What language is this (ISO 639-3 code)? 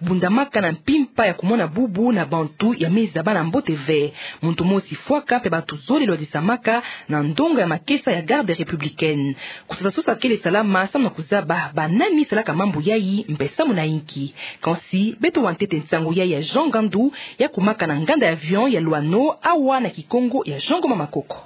ktu